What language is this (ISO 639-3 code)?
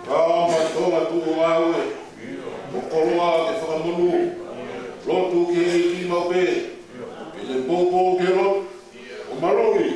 ton